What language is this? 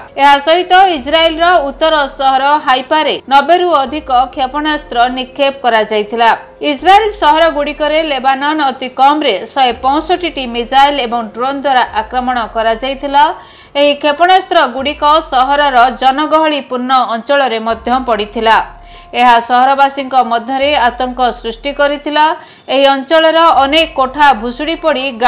Odia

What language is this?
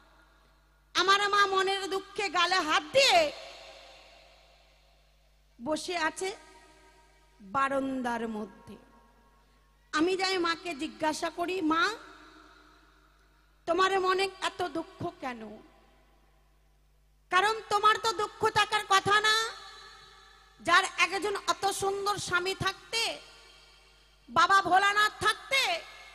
Bangla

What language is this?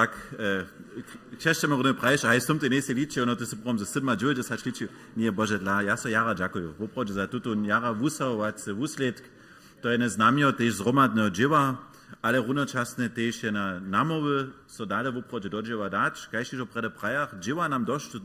Upper Sorbian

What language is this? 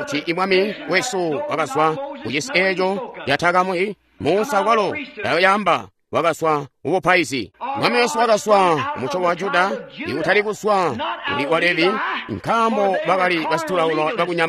Tonga (Zambia)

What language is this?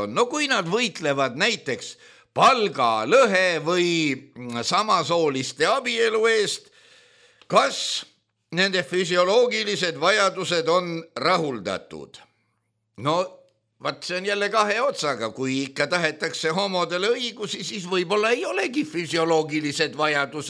Estonian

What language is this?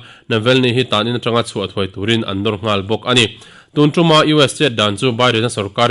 Mizo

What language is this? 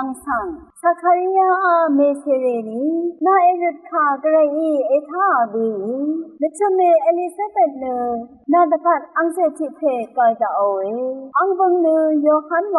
Rawang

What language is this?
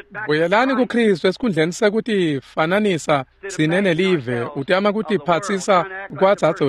Swati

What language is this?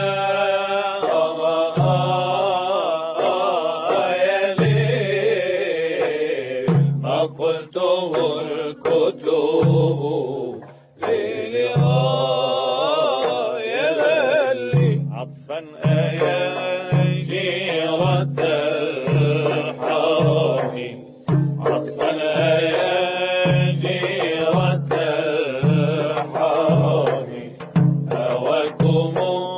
Arabic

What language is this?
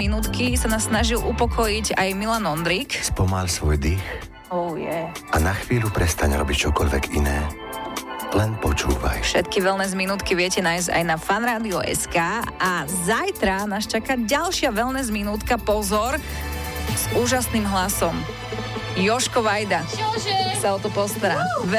Slovak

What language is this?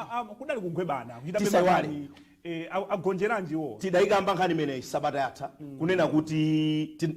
Nyanja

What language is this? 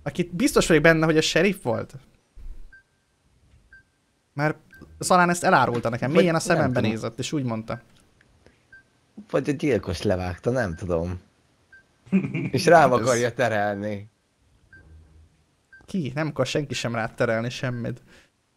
Hungarian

